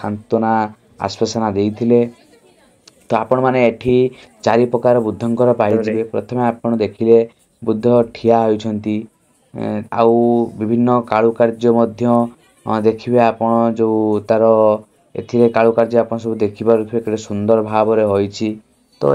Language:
Odia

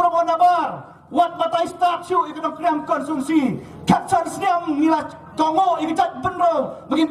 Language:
Khasi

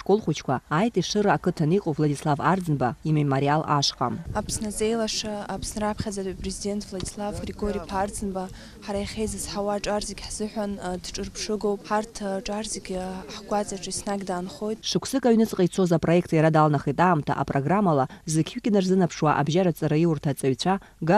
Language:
Abkhazian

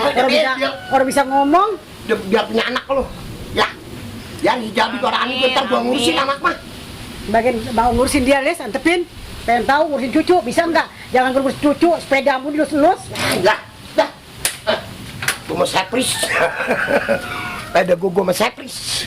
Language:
Betawi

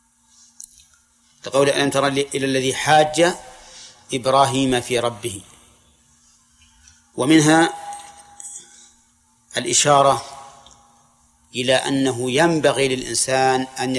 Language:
Arabic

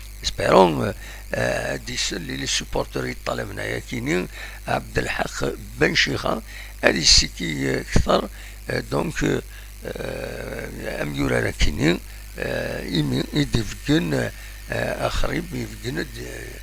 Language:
Kabyle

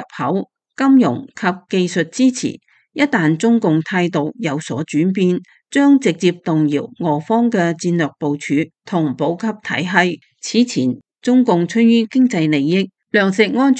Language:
Cantonese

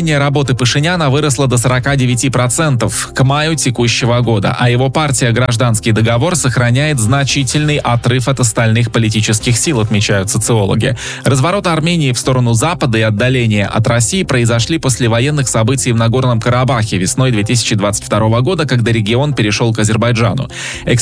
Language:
Russian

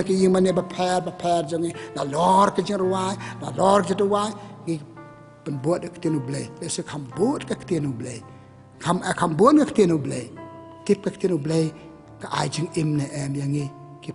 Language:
Khasi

